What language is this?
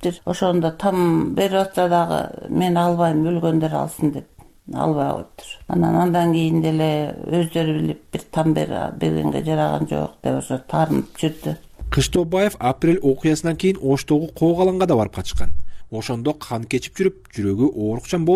Kyrgyz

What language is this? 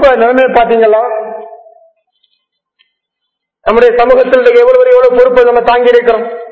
Tamil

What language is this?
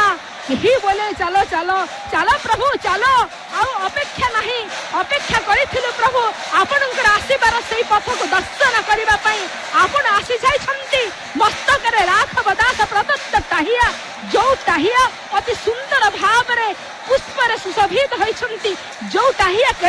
Odia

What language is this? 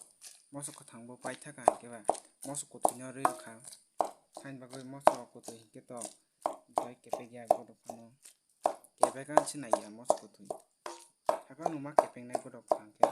Kok Borok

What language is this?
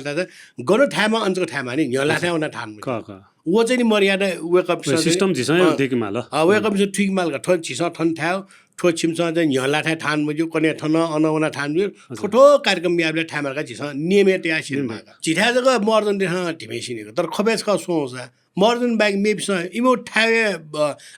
Newari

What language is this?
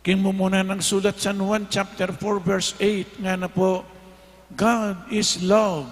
Pampanga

